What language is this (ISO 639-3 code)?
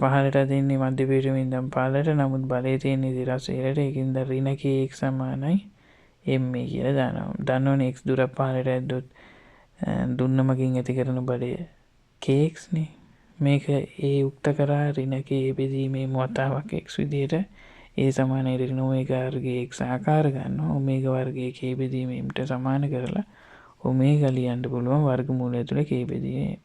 sin